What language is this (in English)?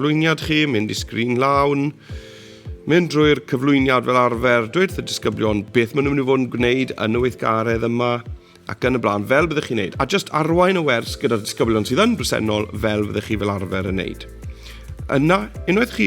Welsh